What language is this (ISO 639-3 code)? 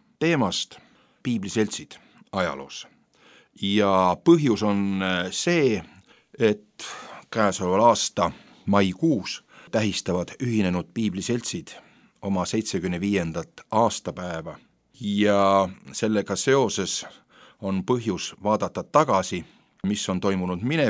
est